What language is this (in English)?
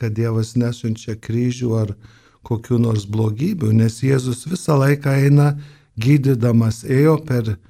Lithuanian